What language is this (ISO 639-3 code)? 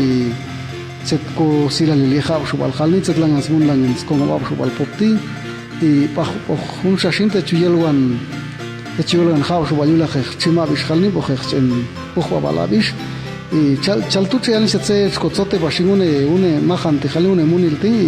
jac